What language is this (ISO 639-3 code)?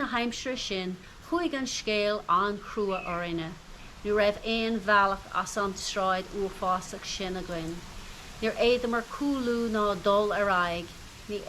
gle